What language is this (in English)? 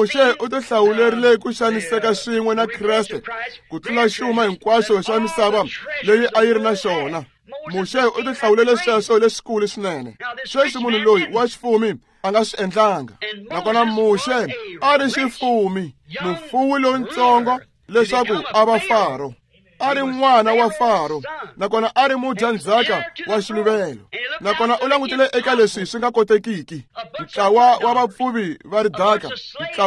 Tsonga